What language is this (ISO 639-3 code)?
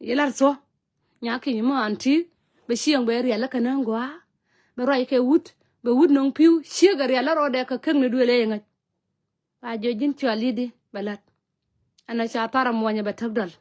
nus